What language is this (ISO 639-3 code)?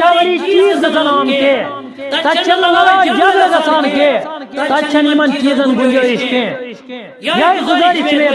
kas